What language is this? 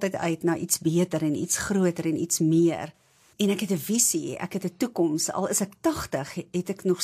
Afrikaans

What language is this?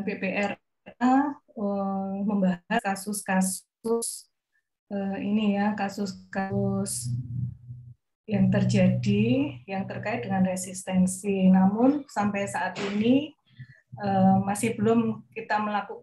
Indonesian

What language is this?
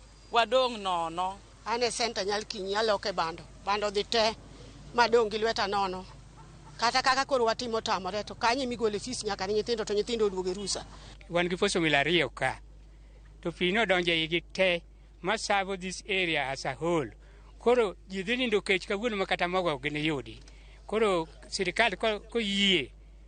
Luo (Kenya and Tanzania)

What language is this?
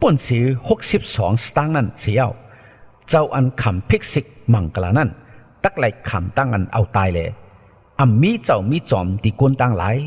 Shan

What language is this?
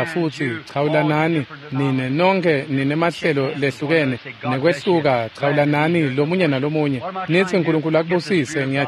Swati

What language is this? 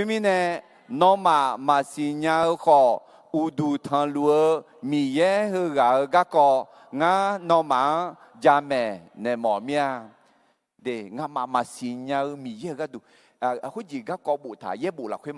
Akha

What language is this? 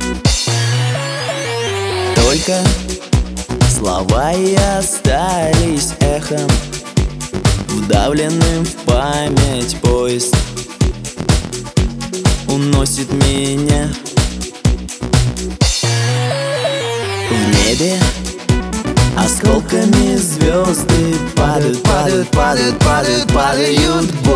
Russian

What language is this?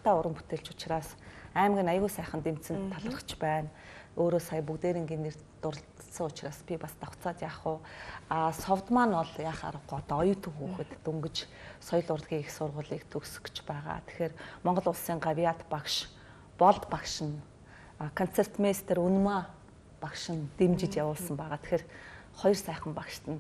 Mongolian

